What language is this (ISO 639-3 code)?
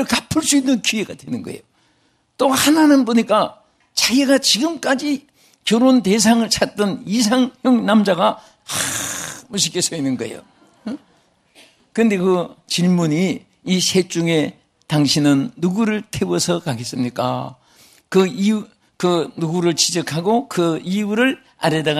kor